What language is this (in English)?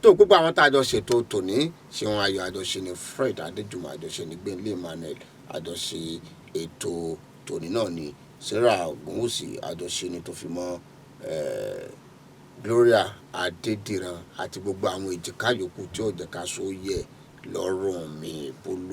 Yoruba